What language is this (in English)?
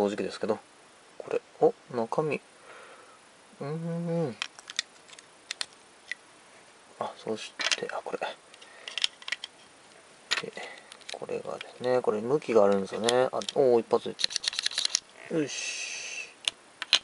Japanese